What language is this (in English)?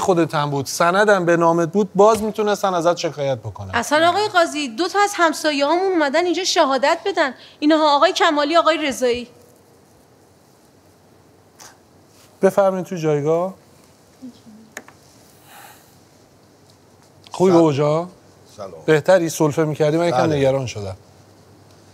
Persian